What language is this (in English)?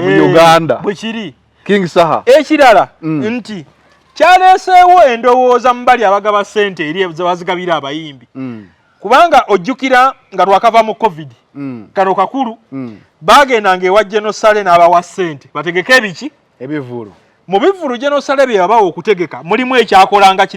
Ganda